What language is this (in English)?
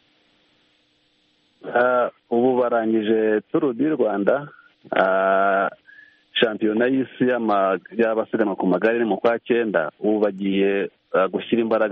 Kinyarwanda